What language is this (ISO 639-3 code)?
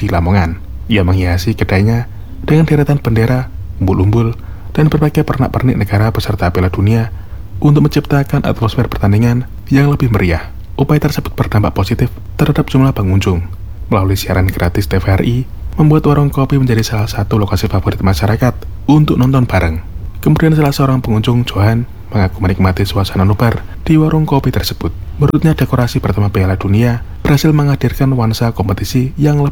ind